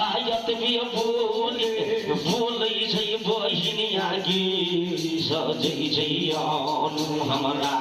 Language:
Maithili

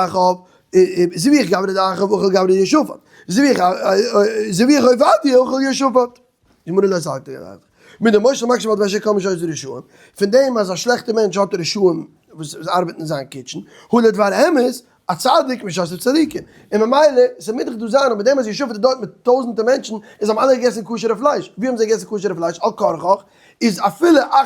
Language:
Yiddish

